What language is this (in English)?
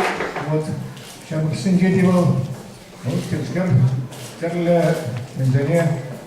Chuvash